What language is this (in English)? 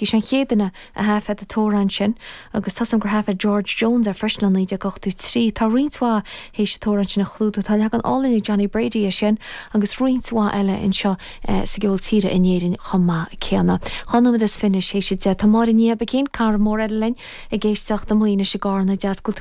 Irish